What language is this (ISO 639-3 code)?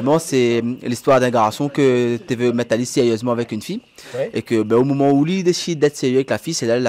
rcf